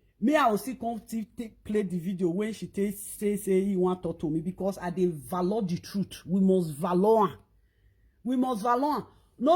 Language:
Nigerian Pidgin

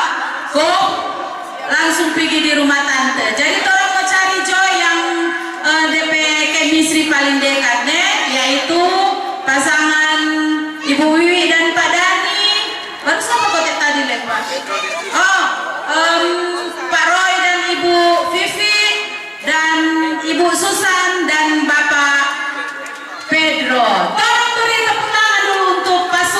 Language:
Manado Malay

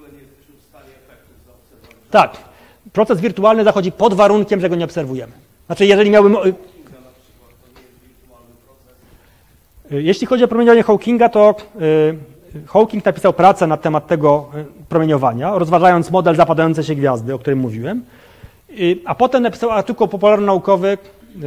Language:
Polish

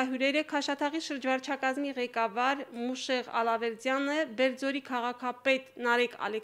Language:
Armenian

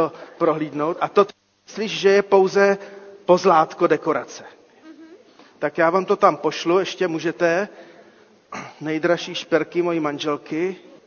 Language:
Czech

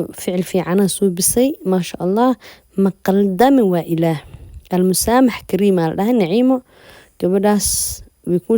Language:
Somali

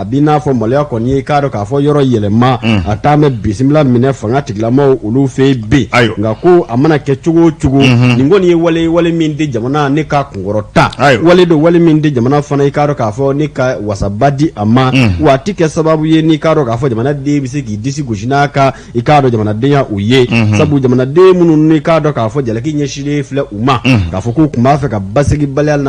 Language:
Bambara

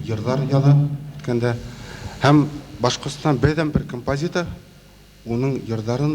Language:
Bashkir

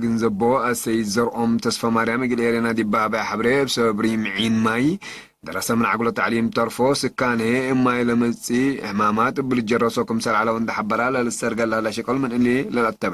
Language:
Tigre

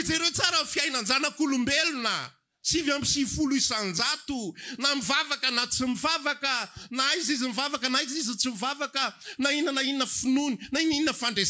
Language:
Malagasy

